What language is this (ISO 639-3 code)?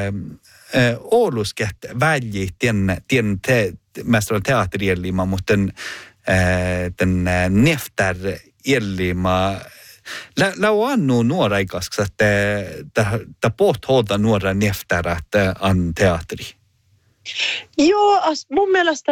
sme